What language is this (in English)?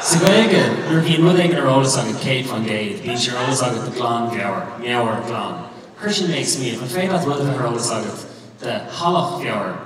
Irish